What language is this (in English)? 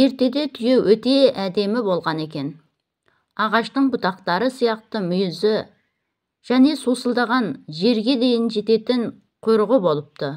Kazakh